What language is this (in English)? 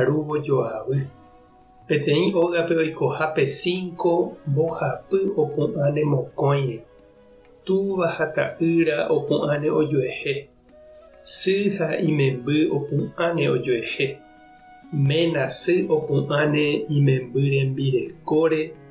Guarani